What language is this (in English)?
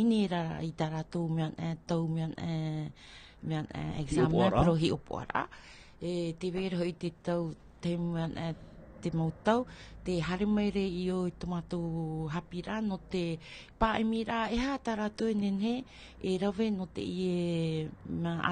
Tahitian